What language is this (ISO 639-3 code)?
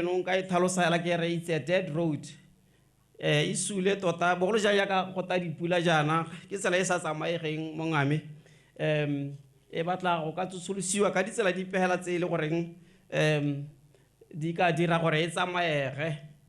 tsn